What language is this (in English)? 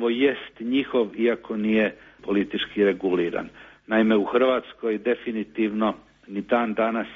Croatian